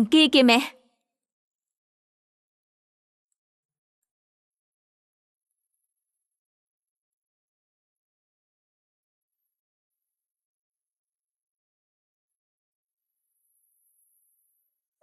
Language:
Vietnamese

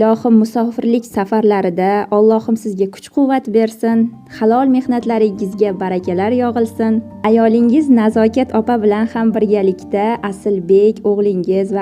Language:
Uzbek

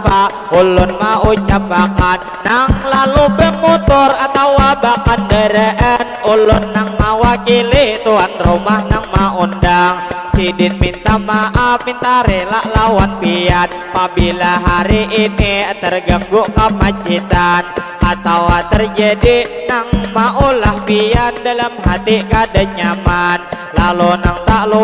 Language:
Banjar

